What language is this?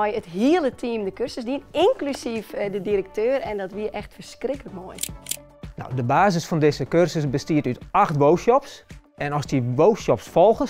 Western Frisian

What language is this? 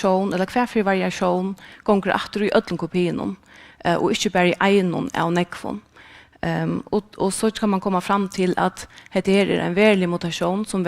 Faroese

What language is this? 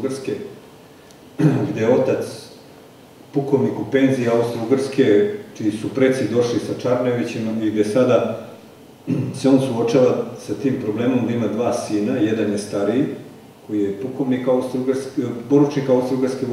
Serbian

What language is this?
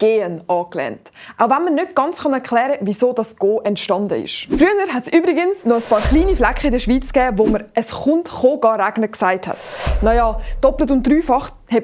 Swiss German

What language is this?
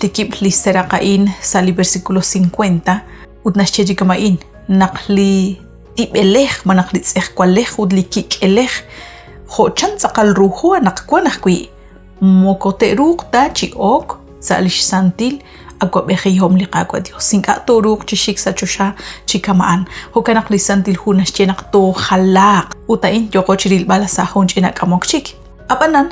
Kekchí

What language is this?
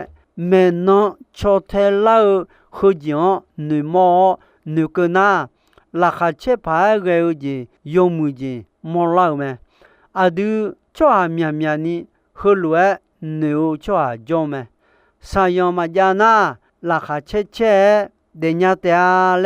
Akha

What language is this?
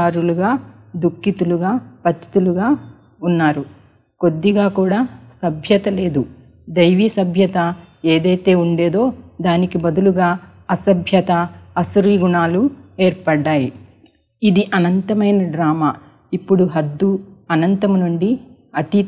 Telugu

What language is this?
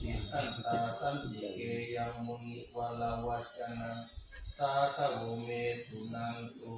Pali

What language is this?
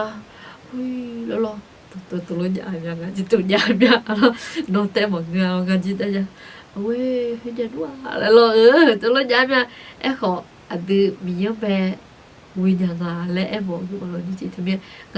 Akha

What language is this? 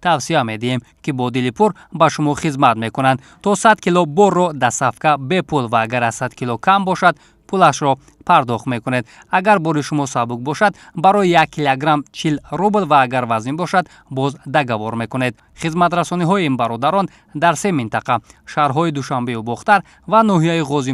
Tajik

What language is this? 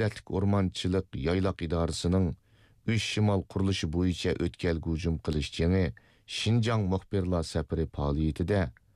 Uyghur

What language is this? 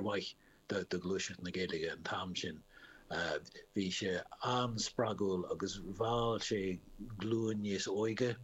Irish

